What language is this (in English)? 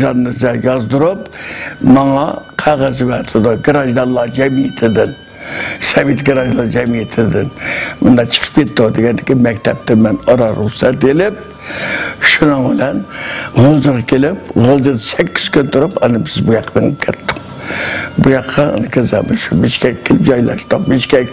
Uyghur